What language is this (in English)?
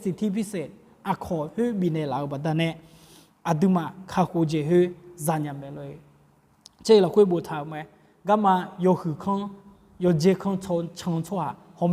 Akha